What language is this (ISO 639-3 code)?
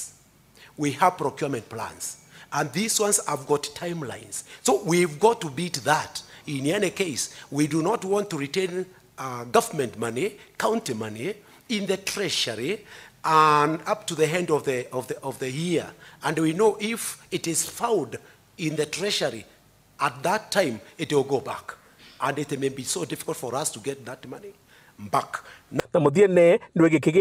mer